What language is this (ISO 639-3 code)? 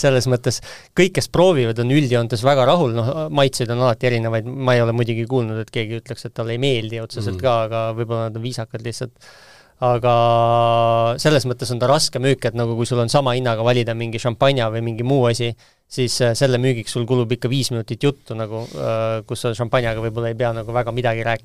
est